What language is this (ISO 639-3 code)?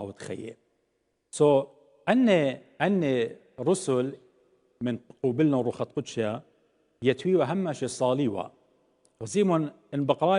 aii